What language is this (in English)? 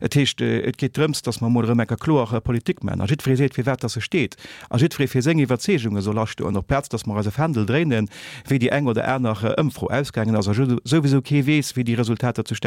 Luxembourgish